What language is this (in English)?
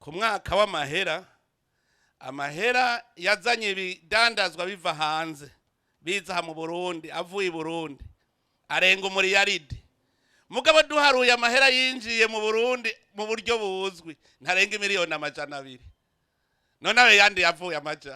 Rundi